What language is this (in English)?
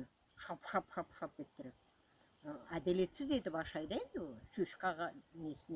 Crimean Tatar